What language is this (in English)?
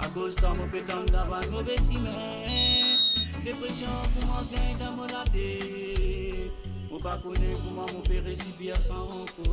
Morisyen